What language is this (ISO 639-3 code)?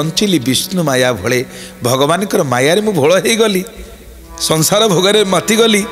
ori